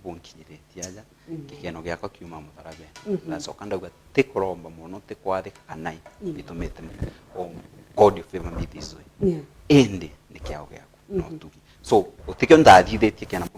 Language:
Meru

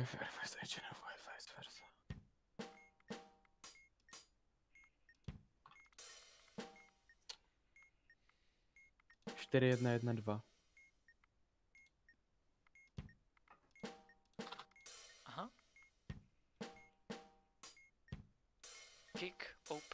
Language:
Czech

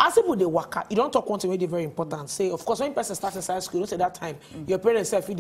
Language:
Nigerian Pidgin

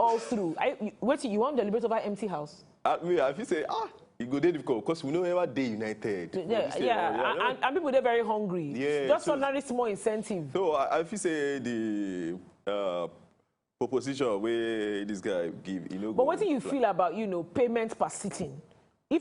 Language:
Nigerian Pidgin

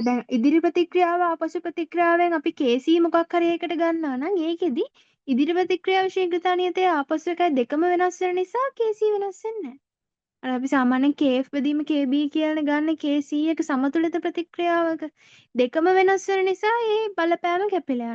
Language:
Sinhala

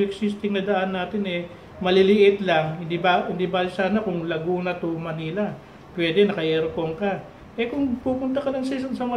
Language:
Filipino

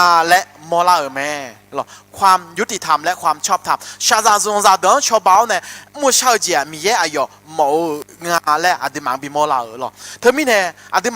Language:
Akha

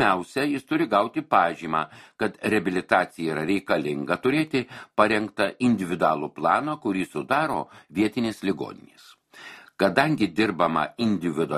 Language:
Lithuanian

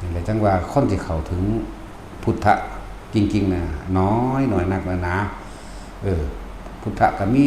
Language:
Northeastern Thai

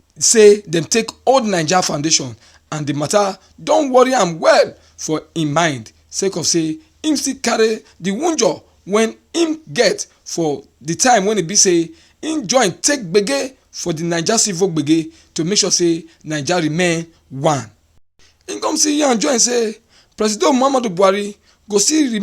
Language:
Nigerian Pidgin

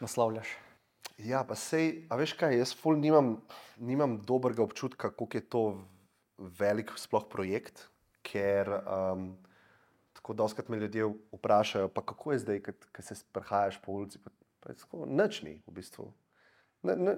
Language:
Slovenian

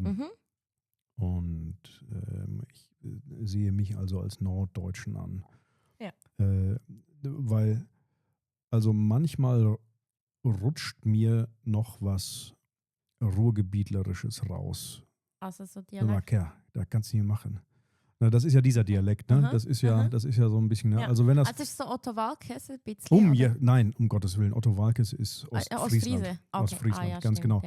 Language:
Swiss German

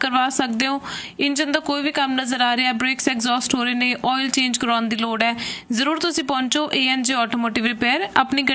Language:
Punjabi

